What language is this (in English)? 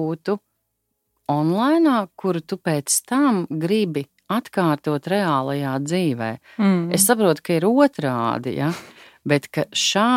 Latvian